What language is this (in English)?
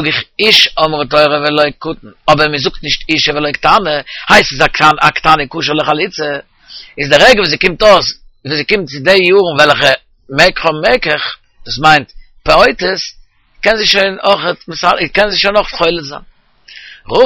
Yiddish